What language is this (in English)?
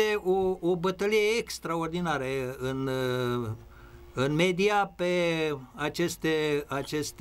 Romanian